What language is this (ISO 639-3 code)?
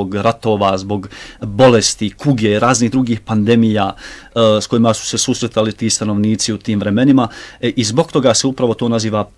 bos